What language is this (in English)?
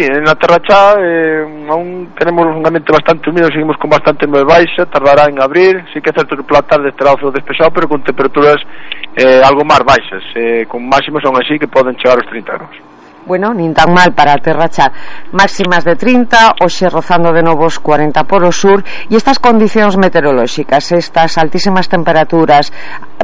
Galician